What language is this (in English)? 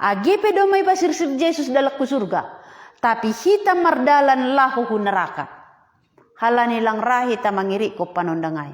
Batak Simalungun